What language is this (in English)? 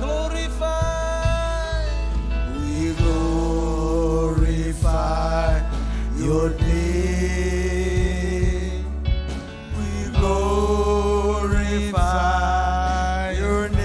Marshallese